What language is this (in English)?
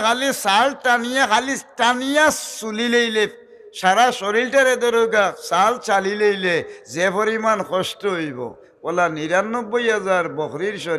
Sylheti